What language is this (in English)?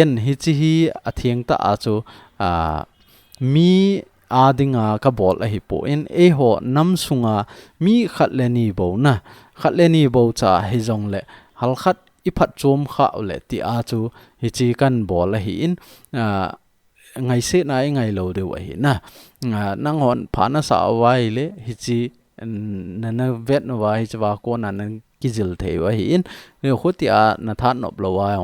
Thado Chin